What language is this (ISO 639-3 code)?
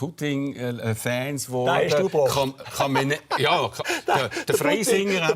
gsw